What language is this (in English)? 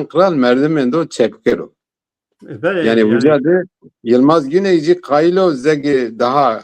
Zaza